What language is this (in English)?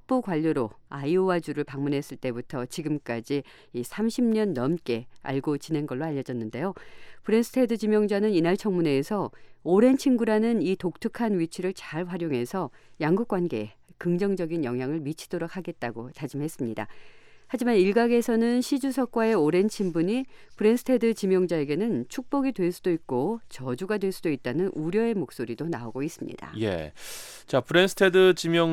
Korean